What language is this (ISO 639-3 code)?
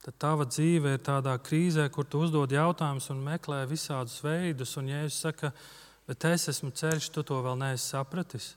lav